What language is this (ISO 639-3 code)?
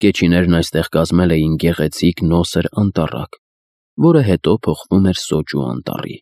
hye